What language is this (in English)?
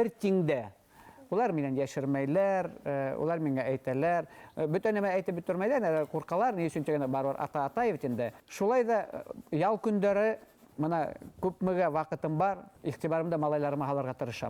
Bashkir